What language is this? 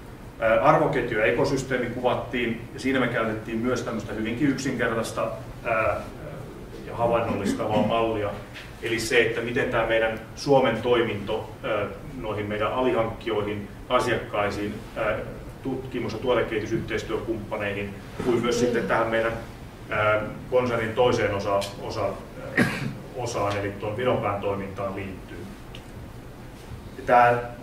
Finnish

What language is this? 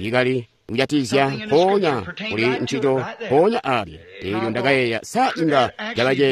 Tonga (Zambia)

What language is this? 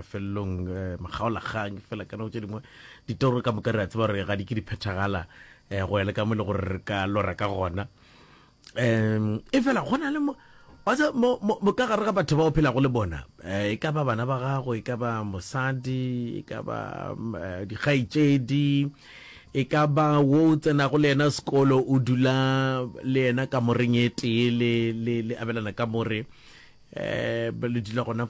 Northern Sotho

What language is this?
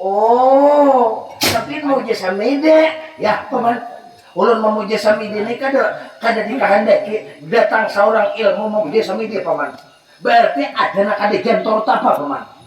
Banjar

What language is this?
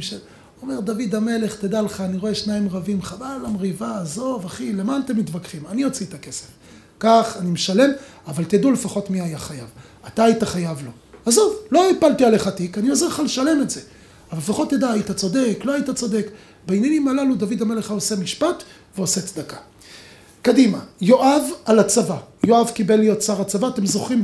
Hebrew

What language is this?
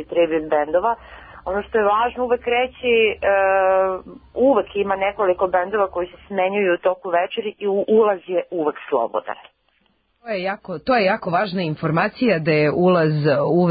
Serbian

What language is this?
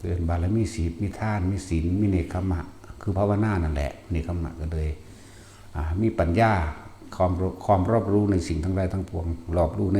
Lao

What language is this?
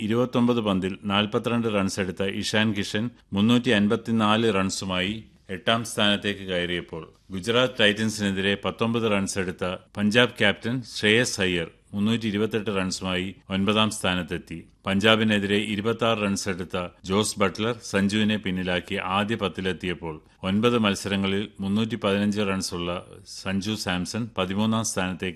Malayalam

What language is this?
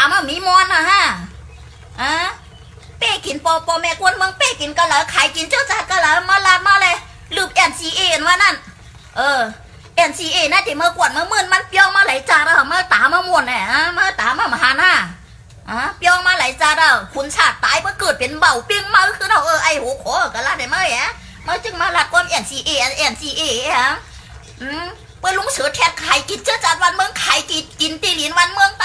Shan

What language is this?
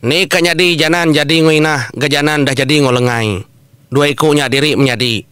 Iban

